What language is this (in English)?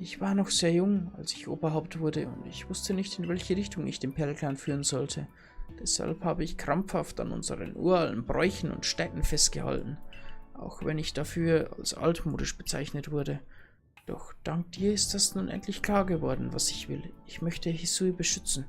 Bavarian